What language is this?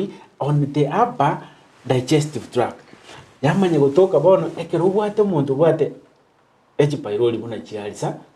Gusii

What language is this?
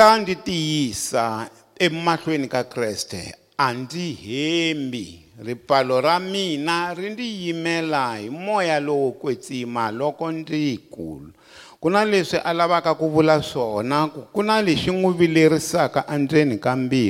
Tsonga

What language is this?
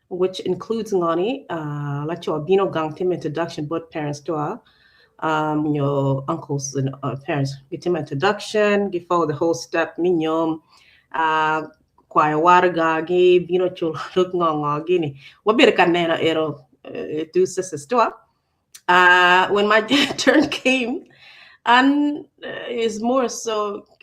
Acoli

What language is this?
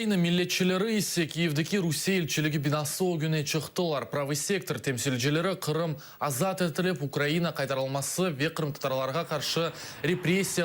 Crimean Tatar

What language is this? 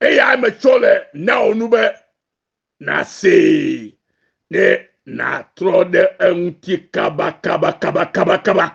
Ewe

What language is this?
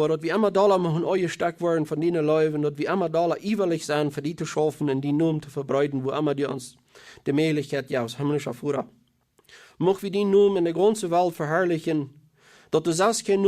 Plautdietsch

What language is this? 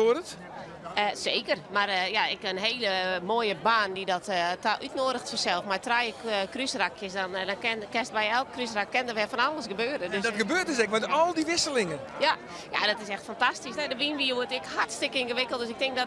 Western Frisian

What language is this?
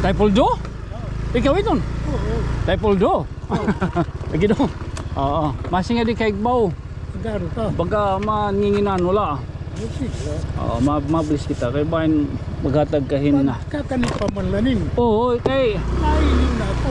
Waray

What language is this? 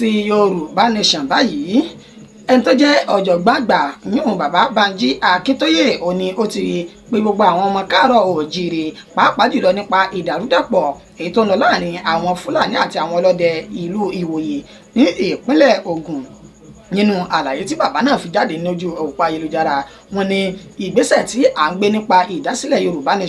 Yoruba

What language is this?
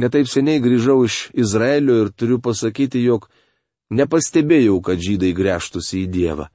Lithuanian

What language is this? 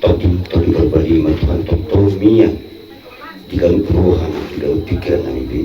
Batak Toba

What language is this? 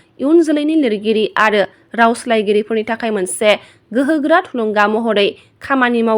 Bodo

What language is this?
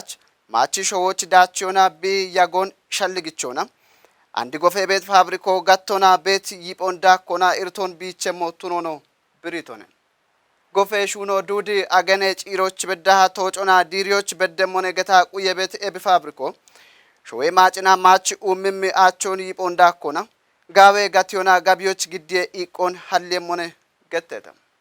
Kafa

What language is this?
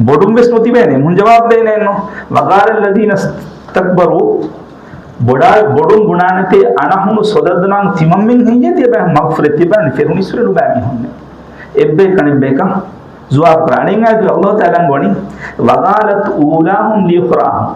Divehi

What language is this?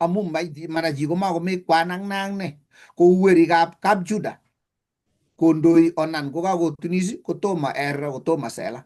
Kalenjin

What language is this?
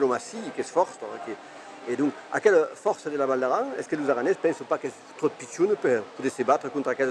Occitan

